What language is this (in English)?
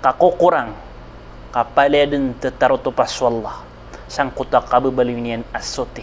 Maranao